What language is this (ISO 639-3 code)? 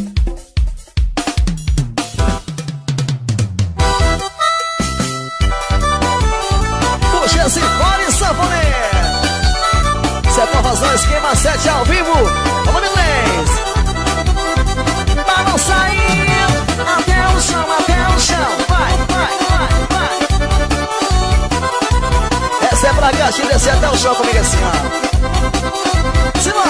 por